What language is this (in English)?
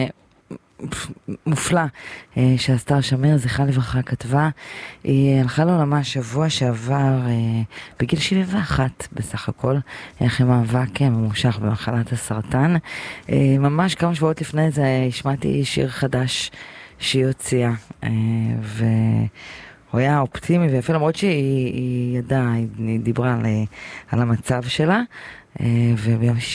Hebrew